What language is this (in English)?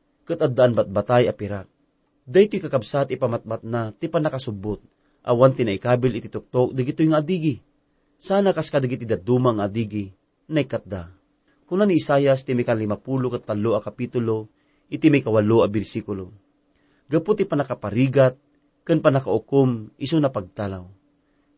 Iloko